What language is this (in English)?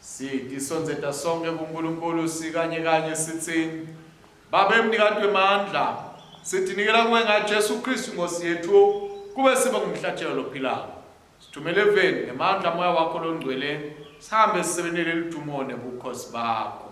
Swati